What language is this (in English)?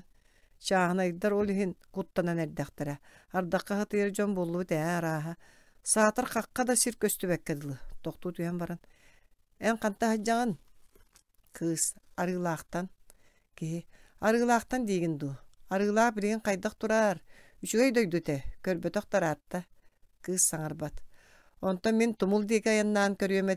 Yakut